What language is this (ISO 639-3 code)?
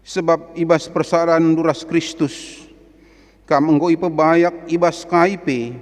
btx